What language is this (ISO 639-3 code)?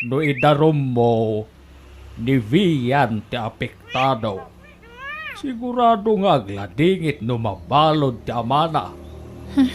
ilo